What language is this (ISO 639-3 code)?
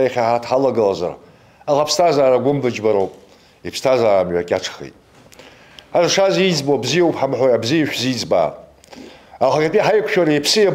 abk